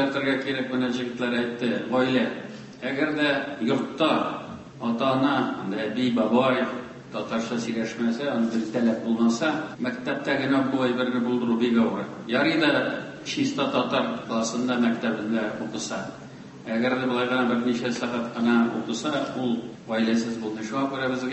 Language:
Tatar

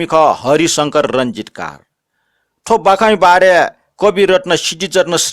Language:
Newari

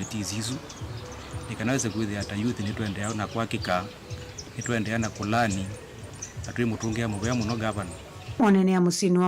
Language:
Kamba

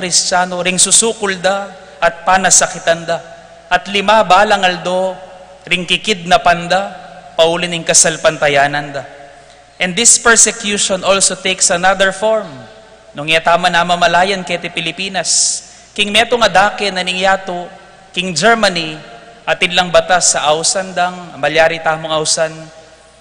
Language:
Pampanga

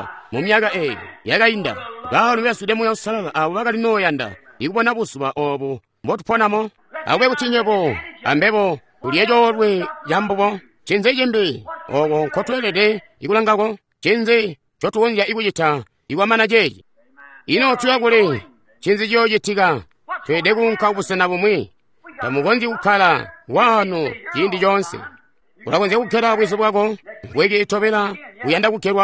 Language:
Tonga (Zambia)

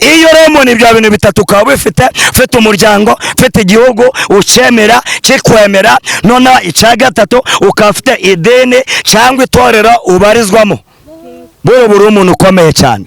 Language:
Kinyarwanda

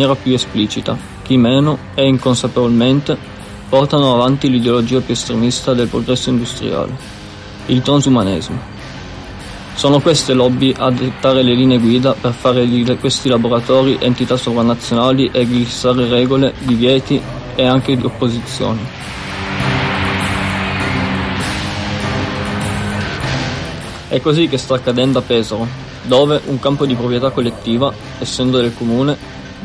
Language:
Italian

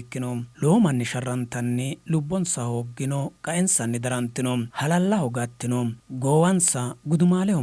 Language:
Sidamo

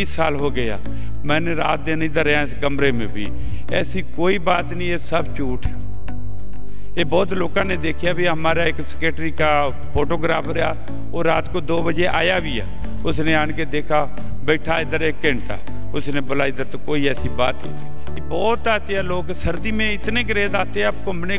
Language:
Hindi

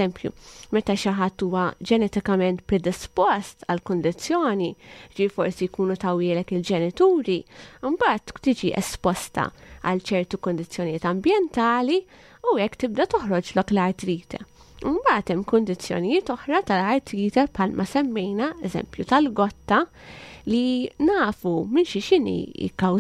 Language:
Maltese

